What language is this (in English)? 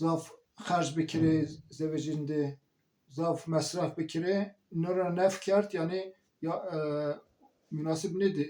Zaza